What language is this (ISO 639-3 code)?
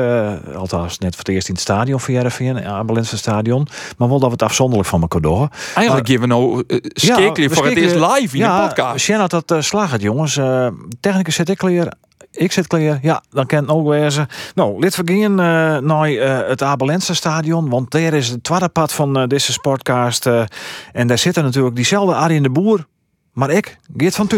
fry